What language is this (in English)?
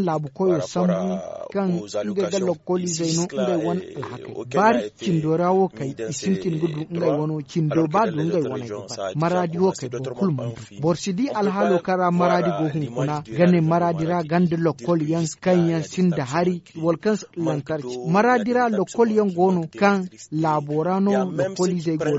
Zarma